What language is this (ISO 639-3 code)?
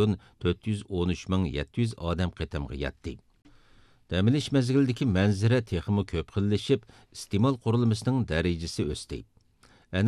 uig